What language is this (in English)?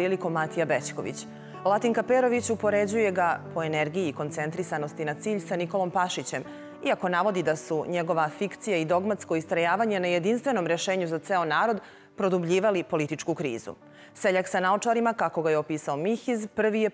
Serbian